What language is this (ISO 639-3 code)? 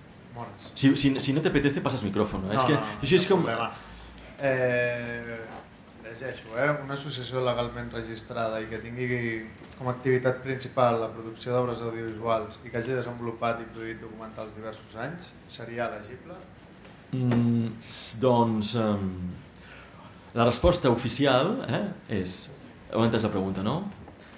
cat